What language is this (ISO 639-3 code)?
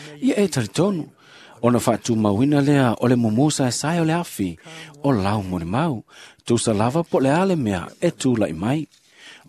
smo